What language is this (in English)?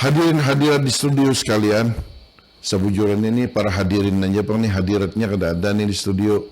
Banjar